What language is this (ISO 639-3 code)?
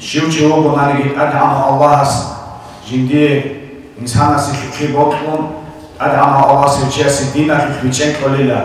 ava